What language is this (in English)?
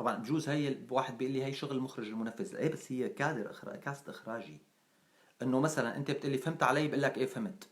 North Levantine Arabic